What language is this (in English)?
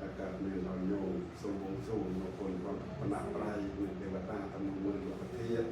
Khmer